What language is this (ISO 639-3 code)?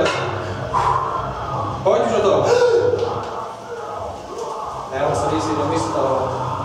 ces